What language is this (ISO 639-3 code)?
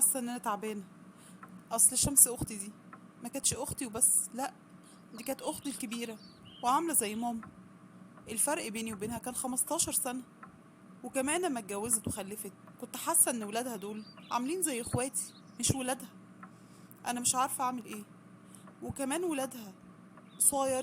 arz